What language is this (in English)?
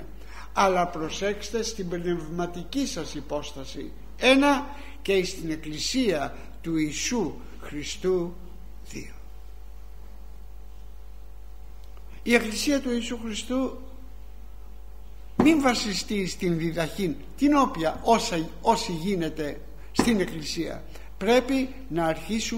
Greek